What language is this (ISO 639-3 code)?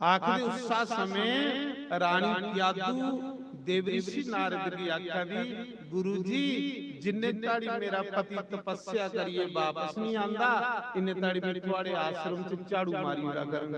doi